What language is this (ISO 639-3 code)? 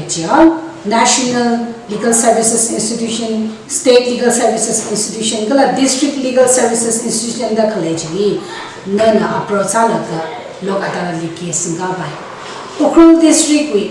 nmf